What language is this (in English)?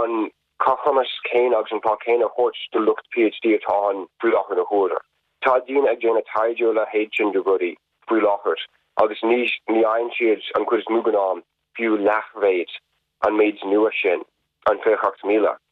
Irish